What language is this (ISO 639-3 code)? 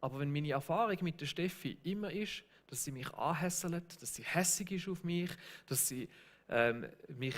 gsw